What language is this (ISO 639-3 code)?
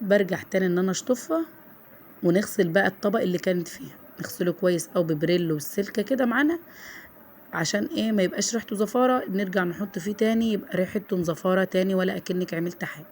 arz